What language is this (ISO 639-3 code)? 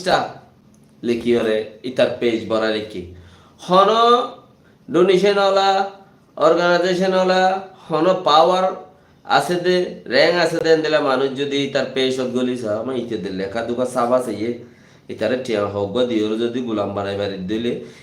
rhg